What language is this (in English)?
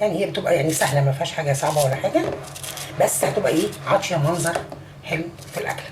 Egyptian Arabic